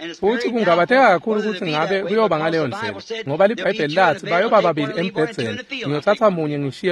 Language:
Swati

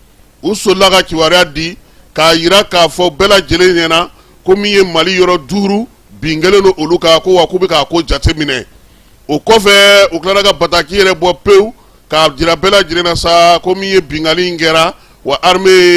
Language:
Bambara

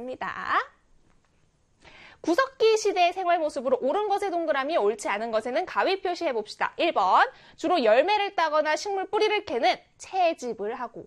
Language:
Korean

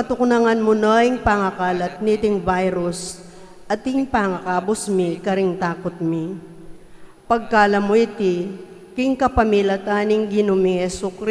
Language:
Pampanga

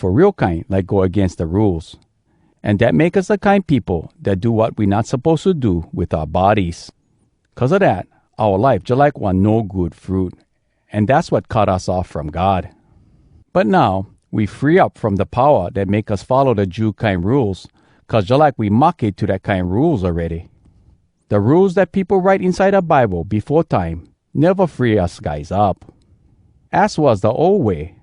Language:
Hawai'i Creole English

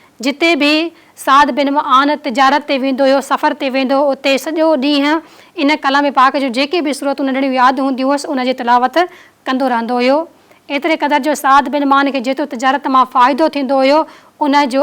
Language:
Sindhi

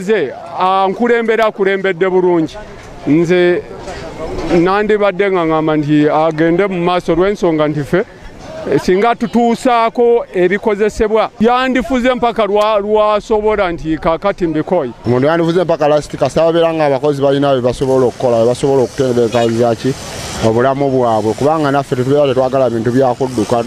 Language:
Ganda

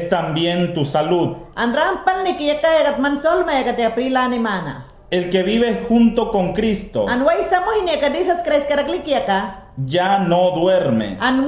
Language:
Mayangna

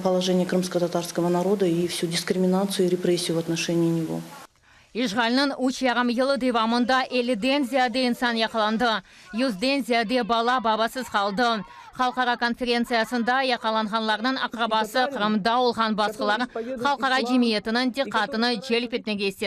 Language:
Crimean Tatar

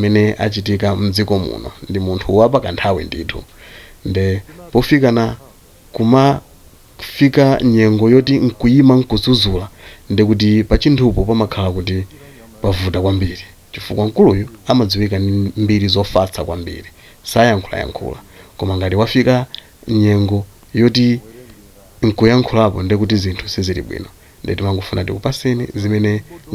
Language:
Nyanja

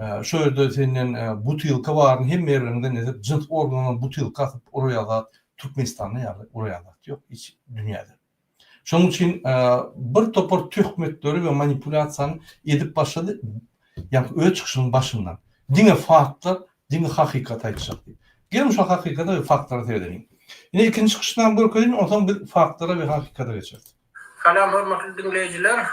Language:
Turkmen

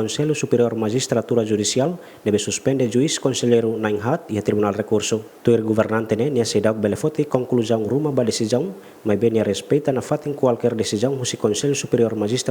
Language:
Tetum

